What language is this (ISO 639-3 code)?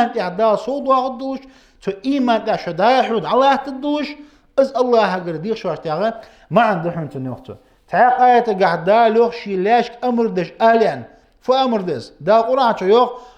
inh